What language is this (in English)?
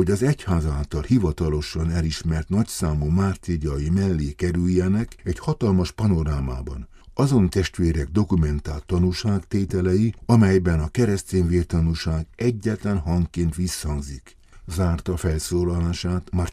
Hungarian